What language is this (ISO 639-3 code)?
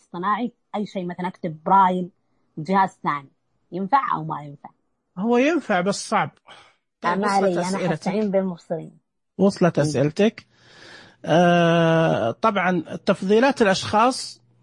ars